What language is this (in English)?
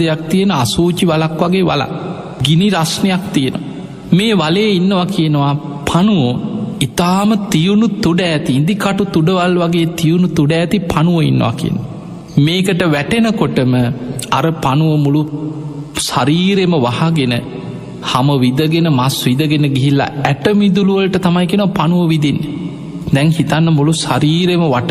Sinhala